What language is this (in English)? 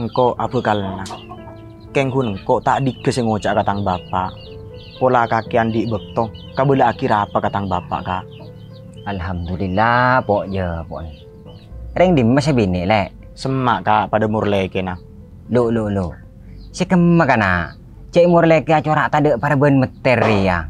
Madurese